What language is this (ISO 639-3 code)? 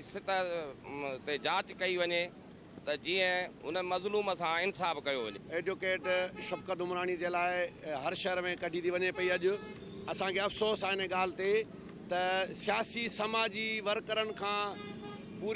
snd